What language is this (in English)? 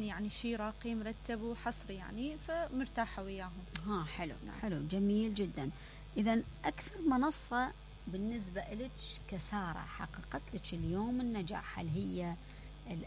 Mesopotamian Arabic